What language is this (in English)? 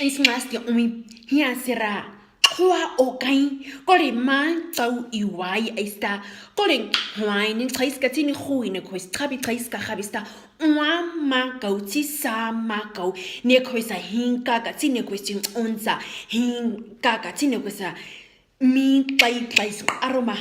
Nama